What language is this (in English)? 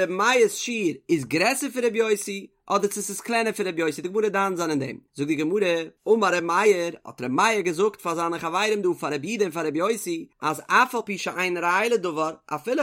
Yiddish